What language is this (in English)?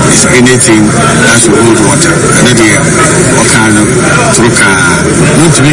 Akan